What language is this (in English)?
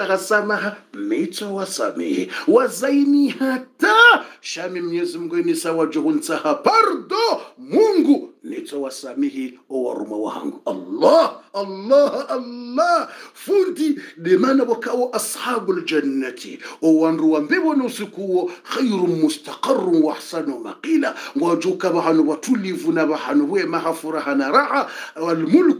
Swahili